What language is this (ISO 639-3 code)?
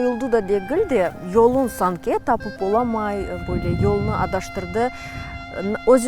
crh